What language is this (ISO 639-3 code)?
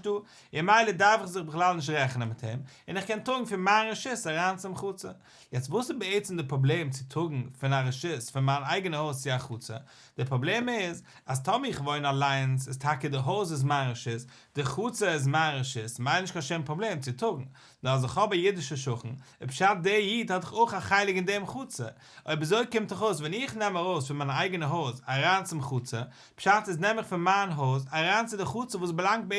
yid